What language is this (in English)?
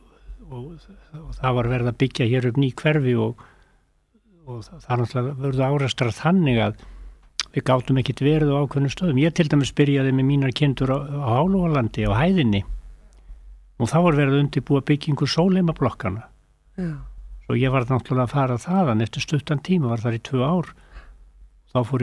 Icelandic